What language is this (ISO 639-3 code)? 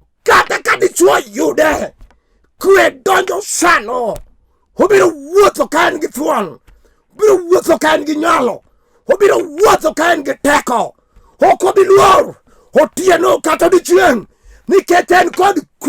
luo